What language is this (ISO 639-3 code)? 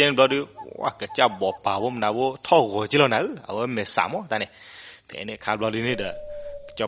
ksw